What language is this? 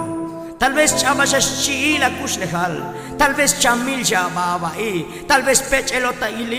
Tzotzil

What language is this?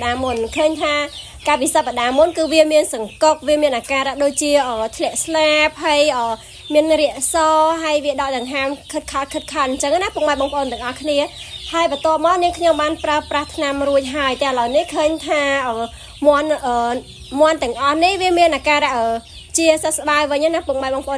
Khmer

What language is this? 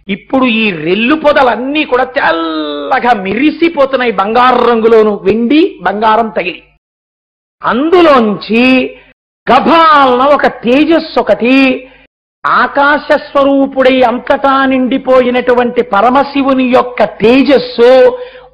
Telugu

